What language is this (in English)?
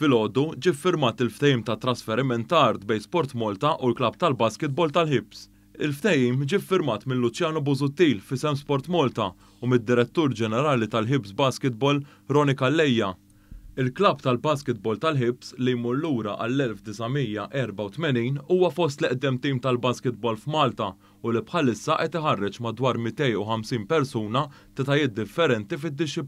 Maltese